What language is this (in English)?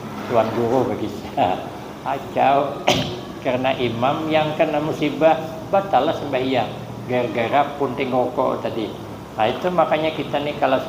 Banjar